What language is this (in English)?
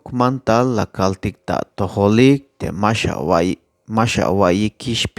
Tzeltal